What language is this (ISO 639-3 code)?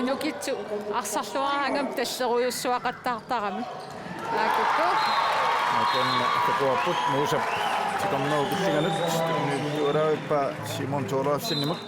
kal